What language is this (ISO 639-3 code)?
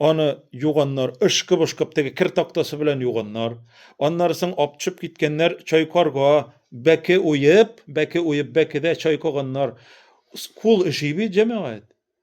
tat